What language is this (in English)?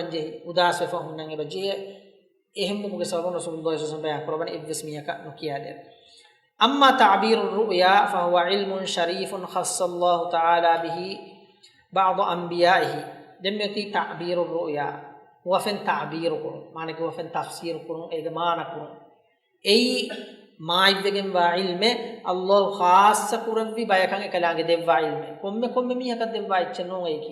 Divehi